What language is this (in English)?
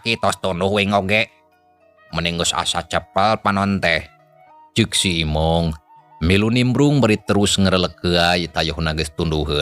Sundanese